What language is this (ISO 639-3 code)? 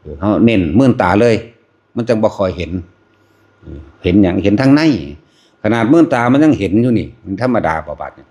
tts